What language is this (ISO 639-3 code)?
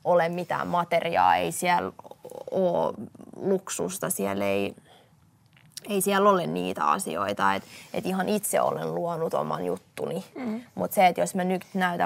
fin